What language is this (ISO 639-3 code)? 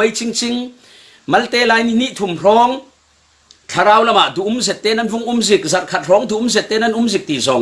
cfm